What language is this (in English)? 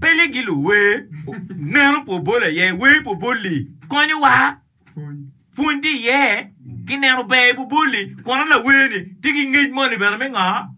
Acoli